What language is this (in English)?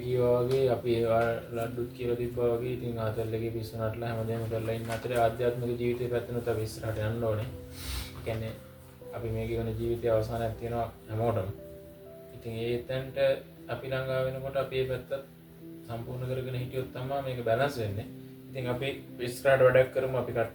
Sinhala